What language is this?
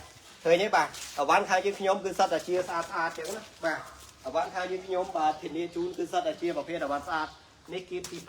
Khmer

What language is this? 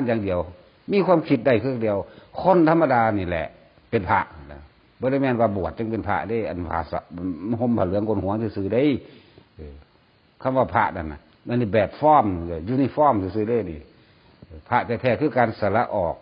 Northeastern Thai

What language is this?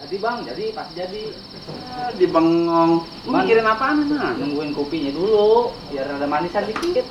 Betawi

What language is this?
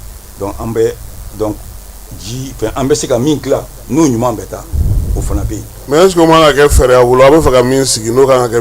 Bambara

